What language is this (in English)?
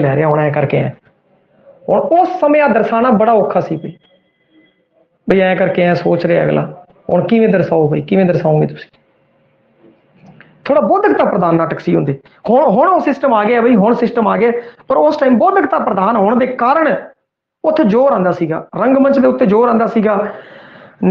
Punjabi